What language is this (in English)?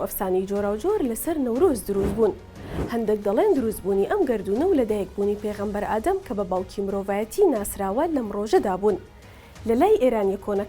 Central Kurdish